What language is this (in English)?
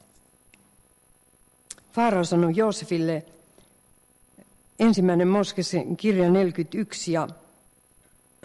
Finnish